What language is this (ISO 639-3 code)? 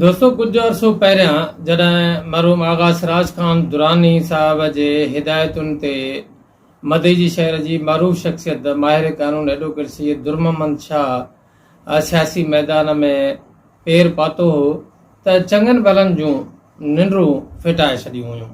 snd